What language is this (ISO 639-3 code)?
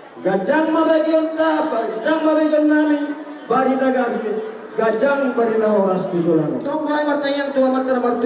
bbc